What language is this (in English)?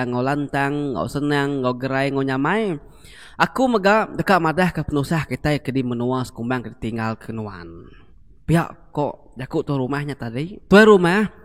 Iban